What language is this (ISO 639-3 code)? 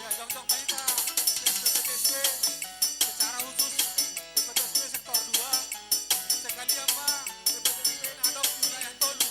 bbc